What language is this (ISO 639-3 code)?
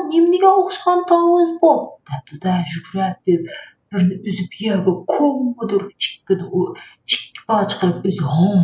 uig